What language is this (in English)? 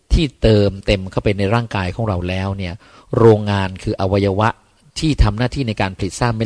Thai